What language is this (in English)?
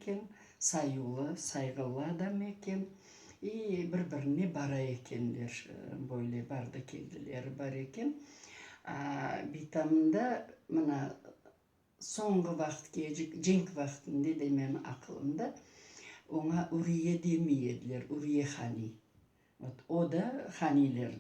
Crimean Tatar